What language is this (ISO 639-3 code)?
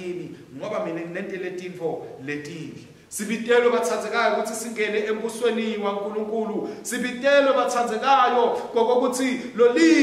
ssw